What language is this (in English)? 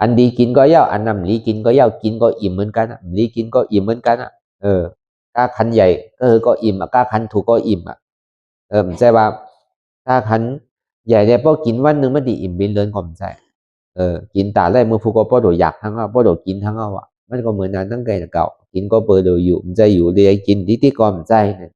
Shan